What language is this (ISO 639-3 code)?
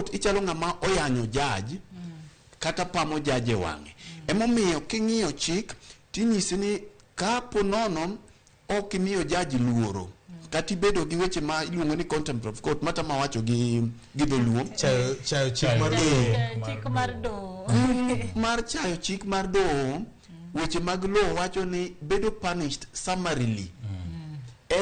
luo